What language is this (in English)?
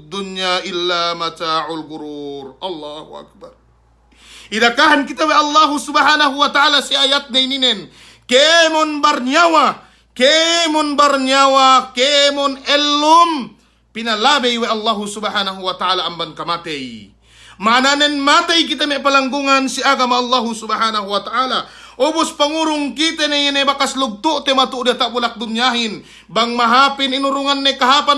Yakan